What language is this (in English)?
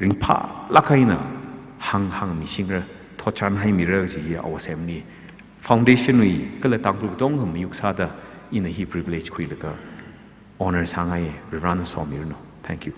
Tangkhul Naga (India)